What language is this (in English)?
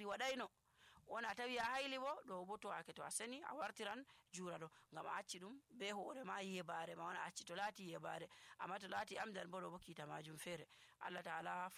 Nigerian Fulfulde